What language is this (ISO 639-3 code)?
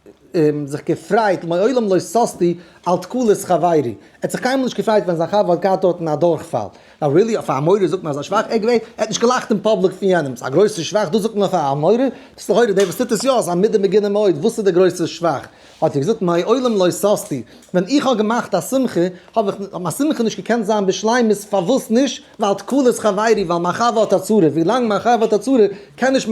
yid